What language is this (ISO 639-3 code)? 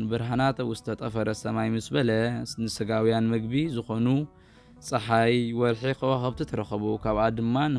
tir